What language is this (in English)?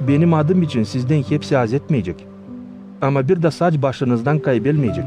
Gagauz